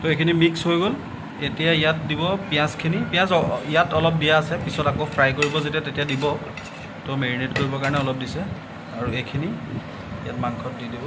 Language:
Assamese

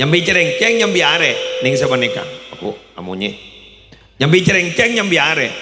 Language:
Madurese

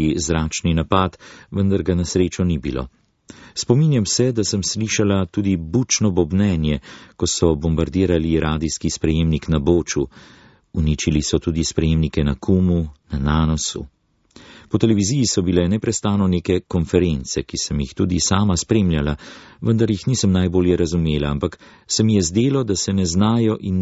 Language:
Slovenian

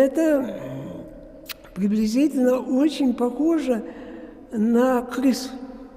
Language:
Russian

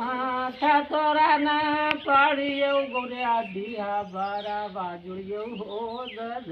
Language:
Magahi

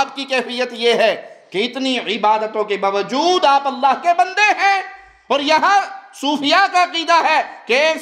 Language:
Urdu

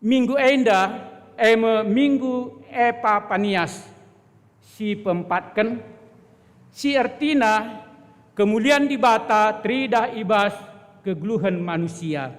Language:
Batak Karo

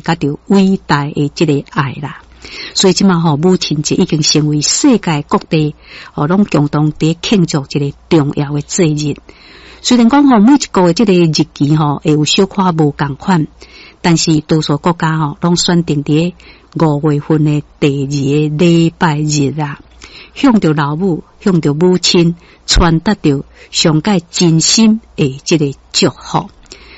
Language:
Min Nan Chinese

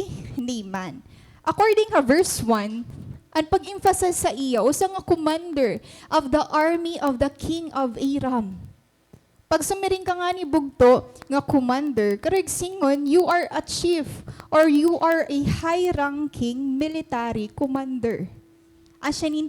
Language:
Waray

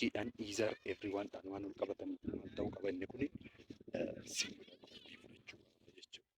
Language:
Oromo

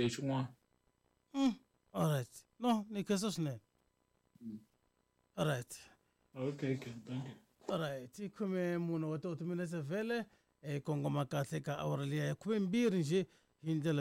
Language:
Tsonga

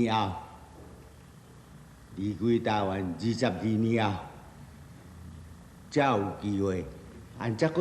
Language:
Min Nan Chinese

